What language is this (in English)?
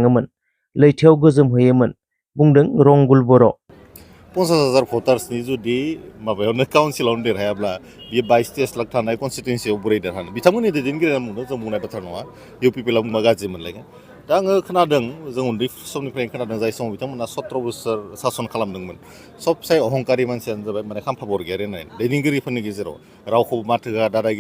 Bodo